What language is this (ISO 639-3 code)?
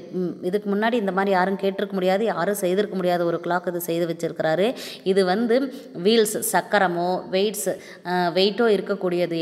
tam